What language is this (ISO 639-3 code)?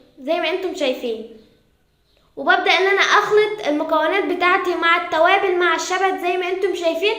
arz